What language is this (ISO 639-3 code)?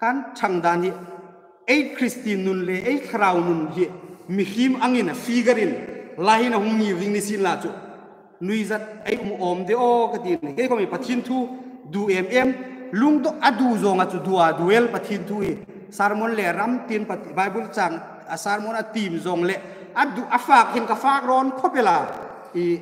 hmr